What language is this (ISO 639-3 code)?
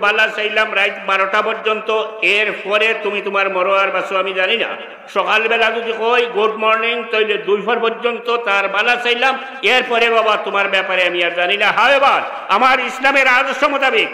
syl